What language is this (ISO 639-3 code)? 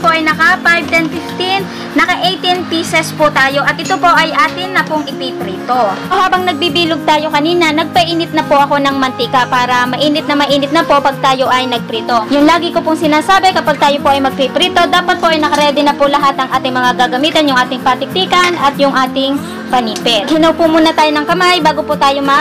fil